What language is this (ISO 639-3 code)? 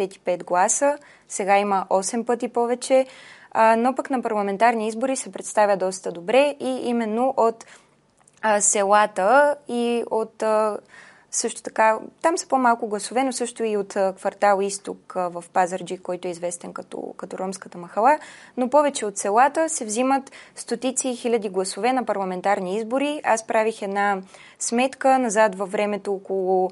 bul